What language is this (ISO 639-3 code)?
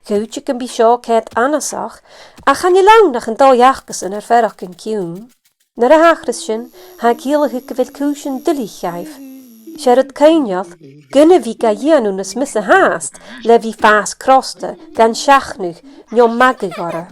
gla